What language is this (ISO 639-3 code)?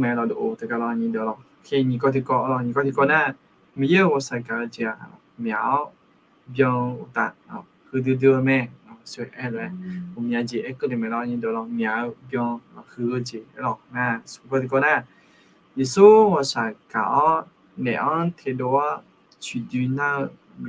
ahk